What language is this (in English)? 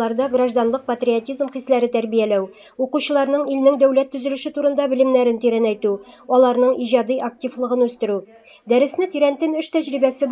Tatar